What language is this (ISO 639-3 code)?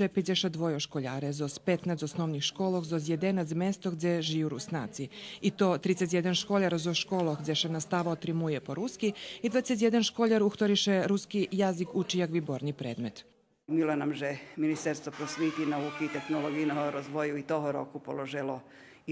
rue